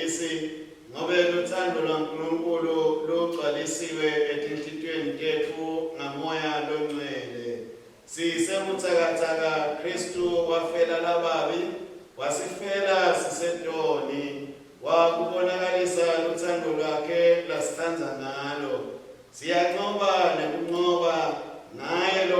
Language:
Swati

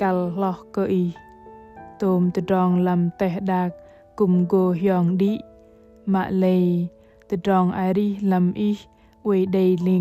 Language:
Bahnar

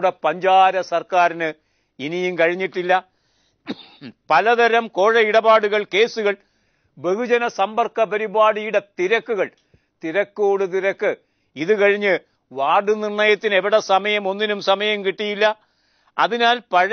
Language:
Malayalam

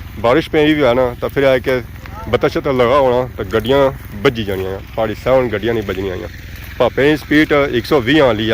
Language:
Pahari-Potwari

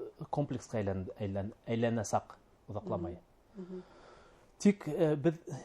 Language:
Bashkir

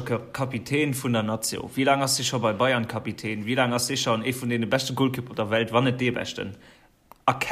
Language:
Luxembourgish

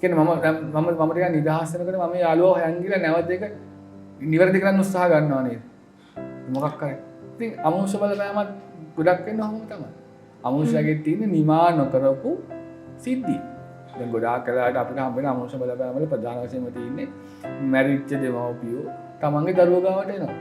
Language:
Sinhala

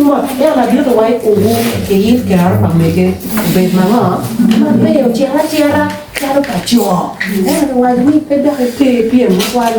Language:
Acoli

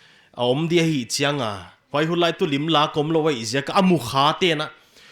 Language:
Paite Chin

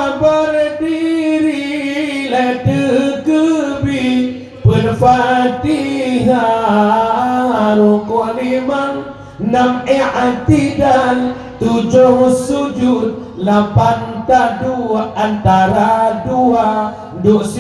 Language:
Achinese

